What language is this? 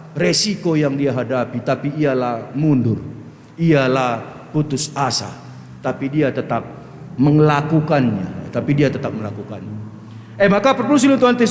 Batak Karo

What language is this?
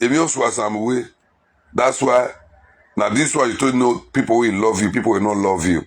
Nigerian Pidgin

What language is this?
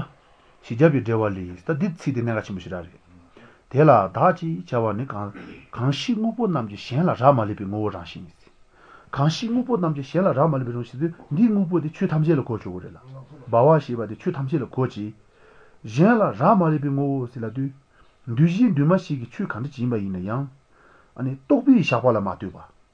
Latvian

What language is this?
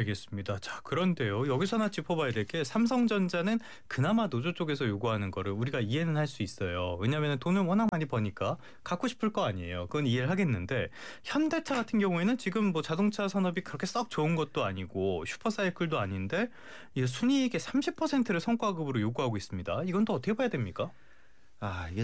Korean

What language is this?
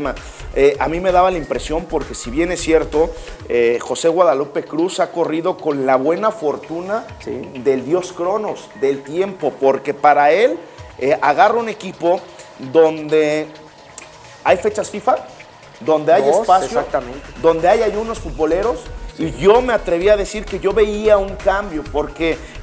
Spanish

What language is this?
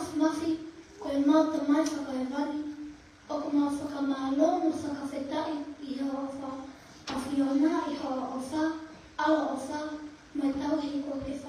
Tongan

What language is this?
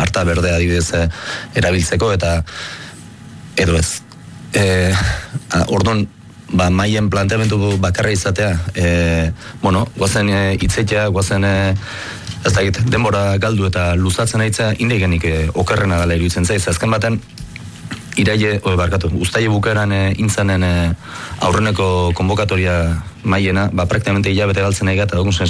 Basque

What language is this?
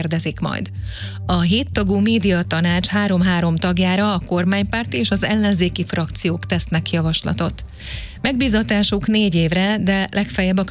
Hungarian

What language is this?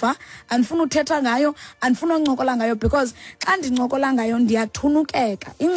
Xhosa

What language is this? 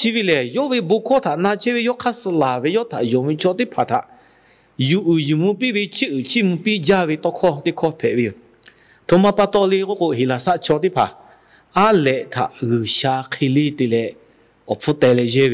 Lahu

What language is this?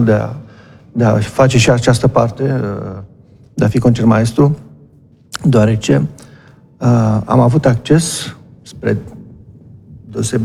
Romanian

